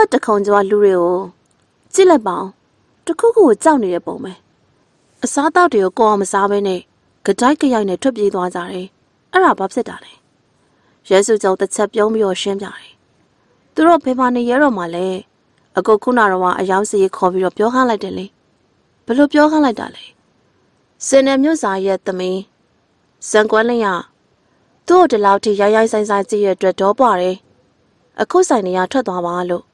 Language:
Burmese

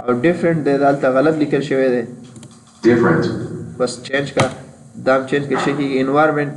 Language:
Pashto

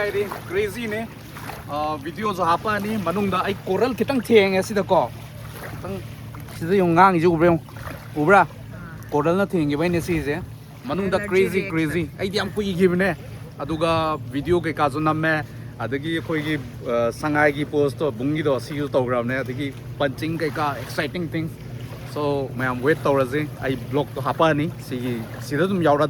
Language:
Manipuri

